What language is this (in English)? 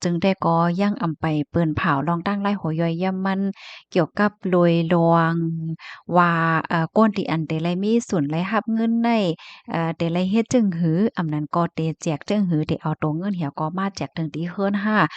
Shan